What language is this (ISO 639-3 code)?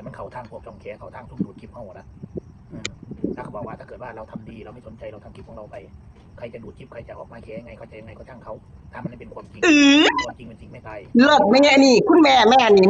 tts